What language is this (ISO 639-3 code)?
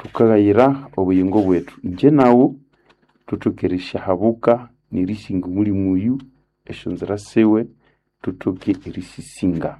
nnb